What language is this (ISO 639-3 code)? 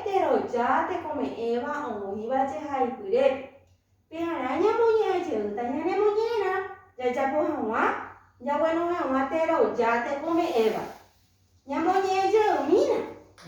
grn